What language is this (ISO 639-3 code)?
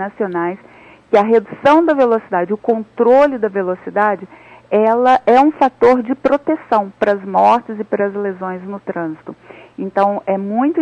por